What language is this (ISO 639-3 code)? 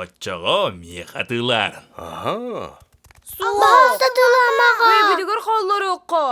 sah